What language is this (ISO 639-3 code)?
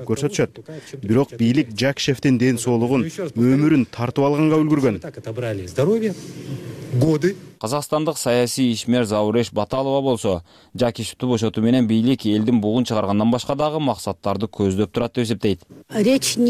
kir